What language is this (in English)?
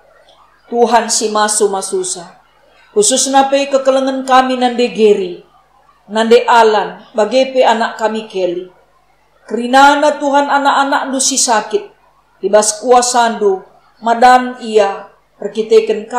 Batak Karo